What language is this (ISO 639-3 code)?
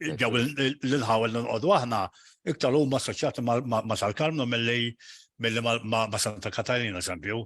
mlt